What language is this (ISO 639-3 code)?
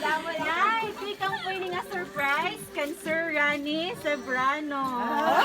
war